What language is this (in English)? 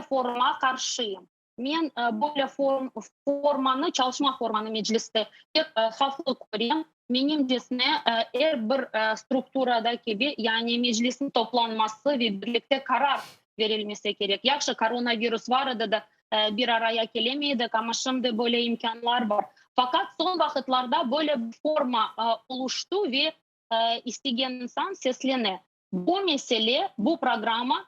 Crimean Tatar